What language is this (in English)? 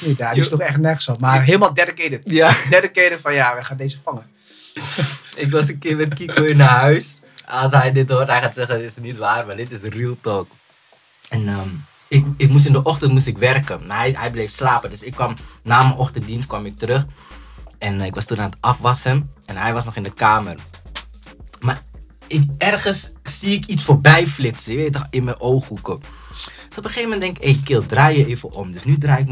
Dutch